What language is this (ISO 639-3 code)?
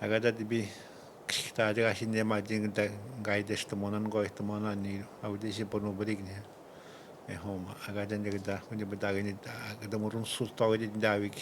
atj